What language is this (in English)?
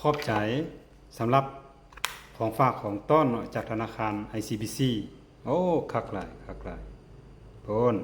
Lao